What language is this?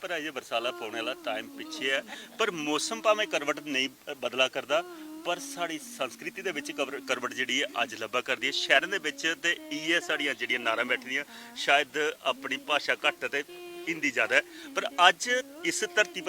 Dogri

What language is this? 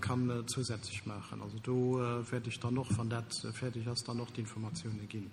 Luxembourgish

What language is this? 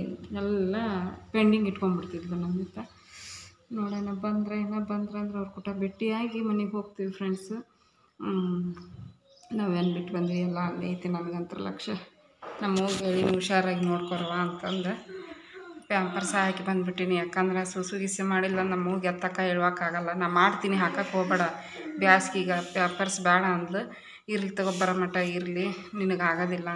Kannada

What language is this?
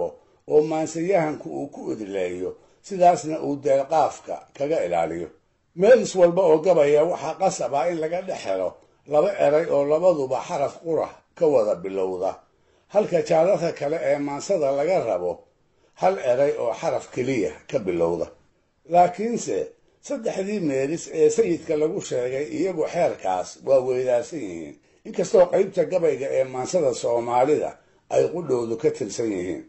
Somali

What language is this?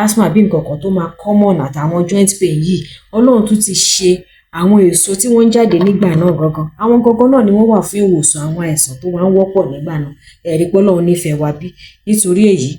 Yoruba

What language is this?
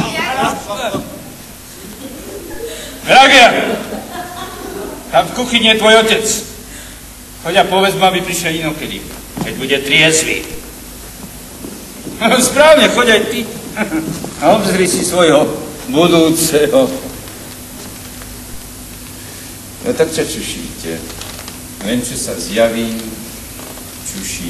Slovak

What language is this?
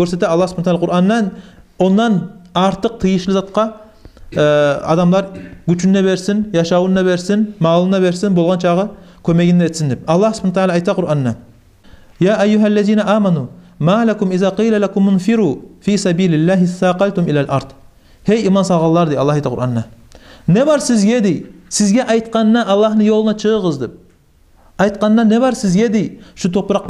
Kumyk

